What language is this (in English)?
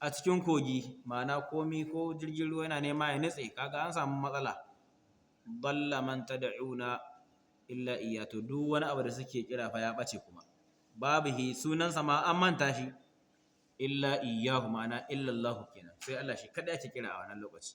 Hausa